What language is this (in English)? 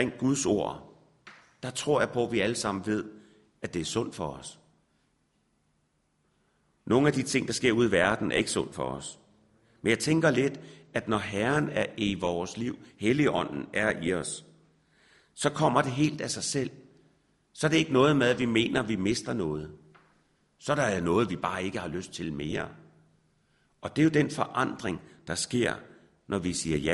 Danish